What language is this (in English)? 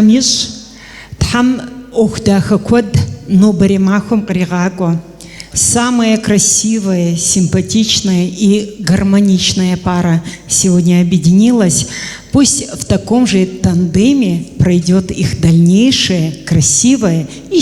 Kabardian